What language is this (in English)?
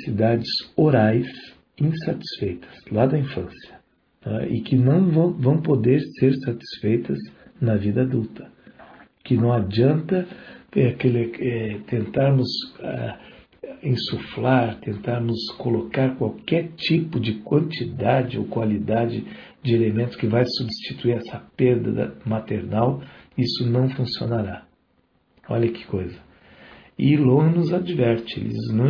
Portuguese